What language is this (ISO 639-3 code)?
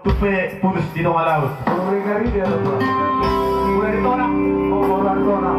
bbc